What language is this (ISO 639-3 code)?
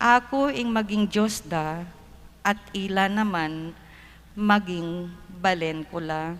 pam